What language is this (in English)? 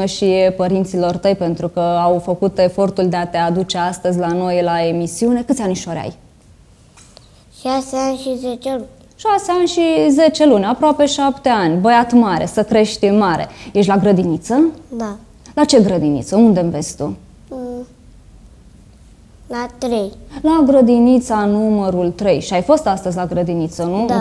Romanian